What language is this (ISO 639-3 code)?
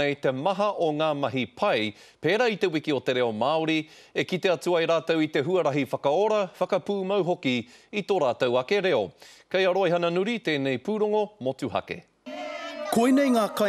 mri